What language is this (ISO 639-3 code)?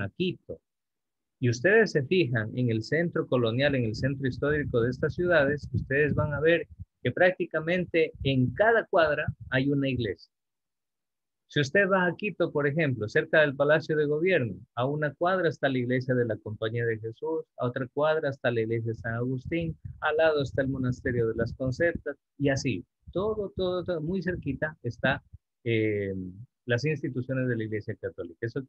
spa